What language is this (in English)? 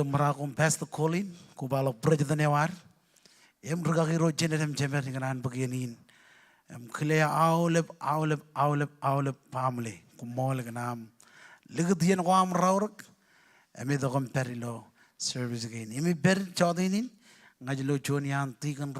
Marshallese